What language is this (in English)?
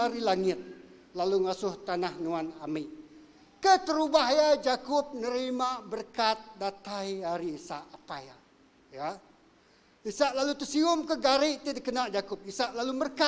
Iban